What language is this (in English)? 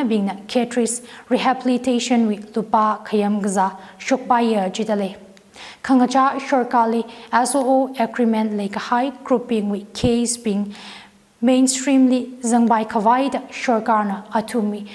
Tangkhul Naga (India)